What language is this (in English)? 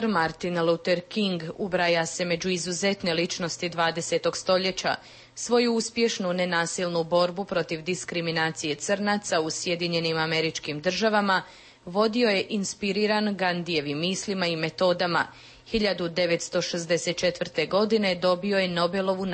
Serbian